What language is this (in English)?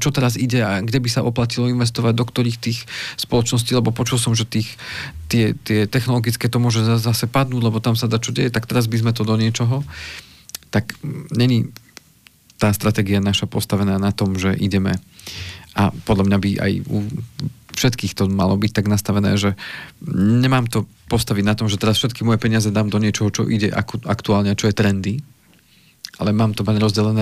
Slovak